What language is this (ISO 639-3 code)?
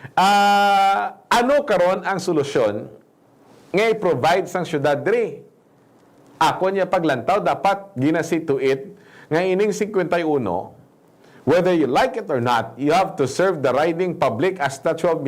hil